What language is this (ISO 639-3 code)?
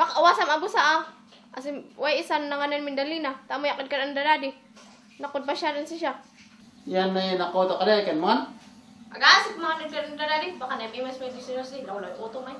kne